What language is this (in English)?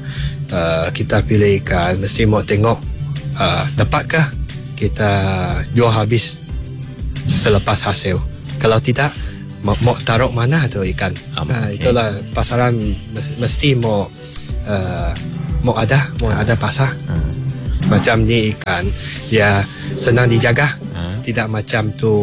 Iban